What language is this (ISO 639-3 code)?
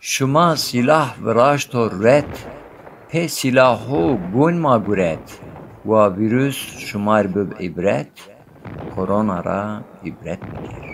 zza